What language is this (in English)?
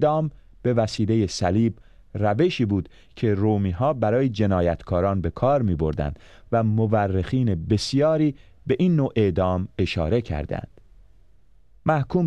Persian